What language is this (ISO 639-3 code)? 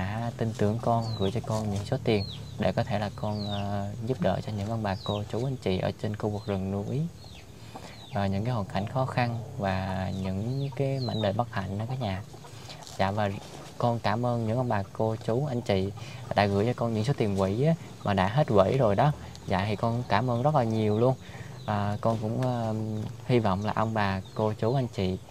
vie